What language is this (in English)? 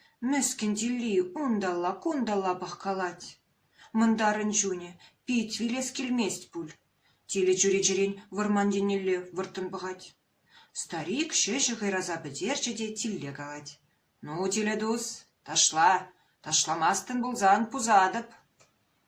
Chuvash